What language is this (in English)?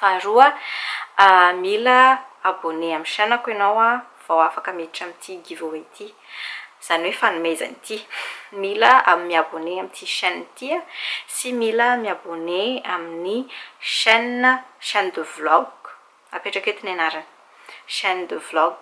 Malagasy